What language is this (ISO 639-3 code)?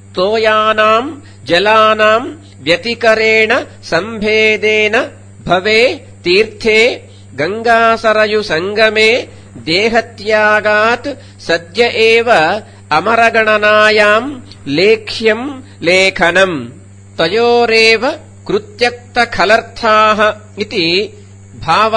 san